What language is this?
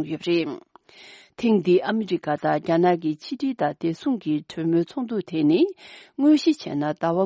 Tibetan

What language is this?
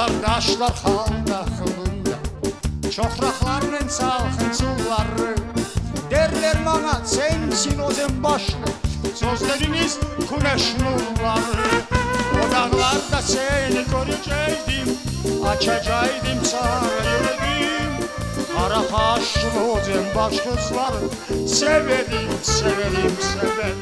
Crimean Tatar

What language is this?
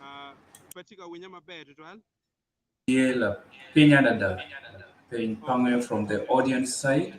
Acoli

